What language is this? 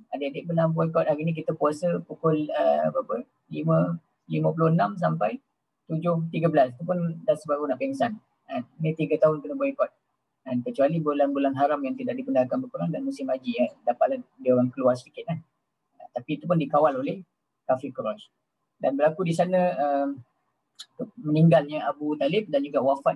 Malay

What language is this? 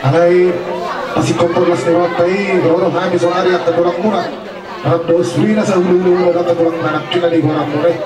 Batak Toba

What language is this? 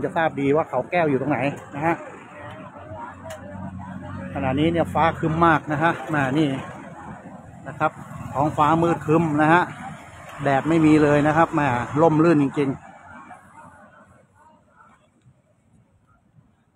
Thai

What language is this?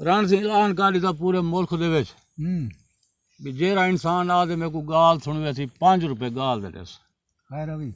Saraiki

